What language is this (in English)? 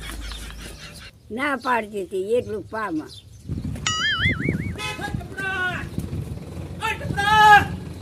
Gujarati